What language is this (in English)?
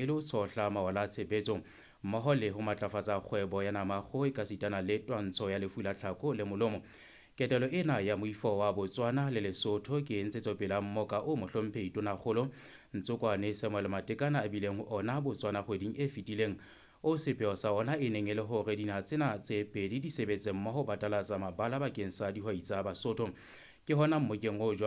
Southern Sotho